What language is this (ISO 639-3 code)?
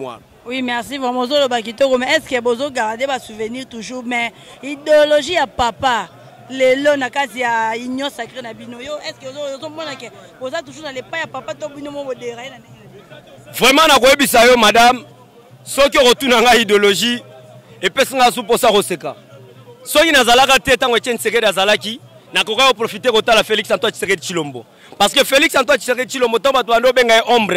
lin